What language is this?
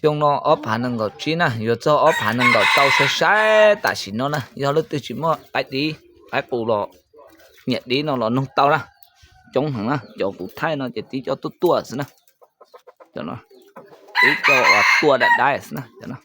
Hmong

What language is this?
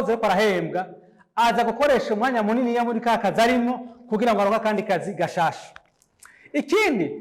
Rundi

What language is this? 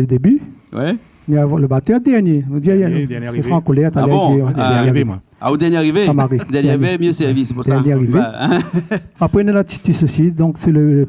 Réunion Creole French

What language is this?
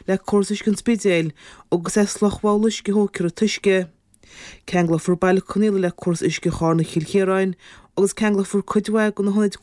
Irish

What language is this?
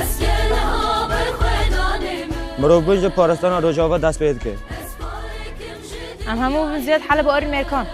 Kurdish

